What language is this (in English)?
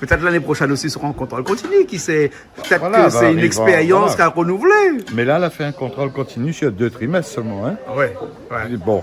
Réunion Creole French